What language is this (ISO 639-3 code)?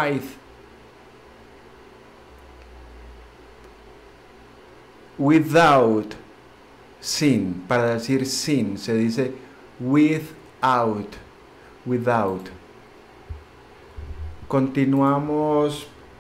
spa